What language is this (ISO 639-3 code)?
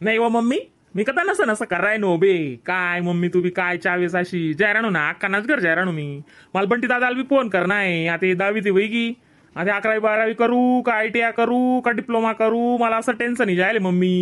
khn